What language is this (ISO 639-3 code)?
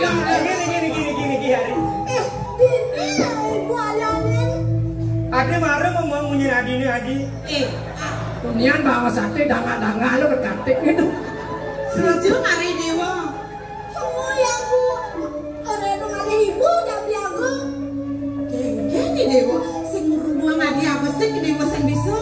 ban